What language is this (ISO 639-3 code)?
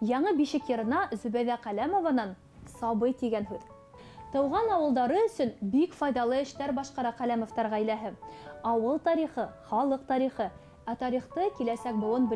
bak